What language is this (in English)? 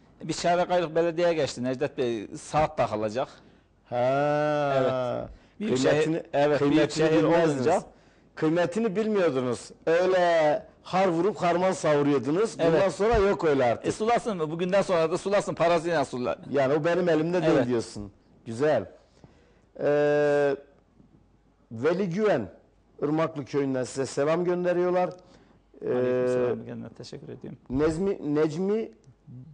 Turkish